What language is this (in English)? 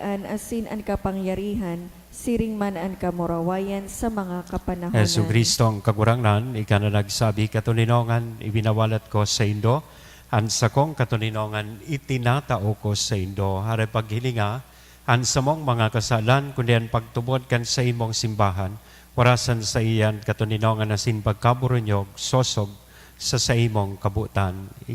Bikol